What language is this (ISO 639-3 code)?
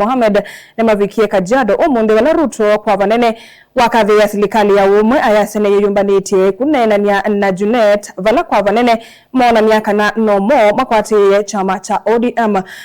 kam